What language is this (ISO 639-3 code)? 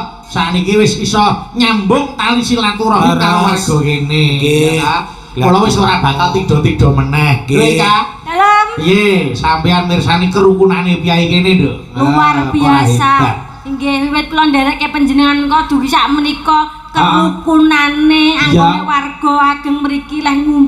jav